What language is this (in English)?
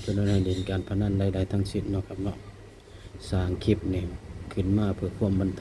Northeastern Thai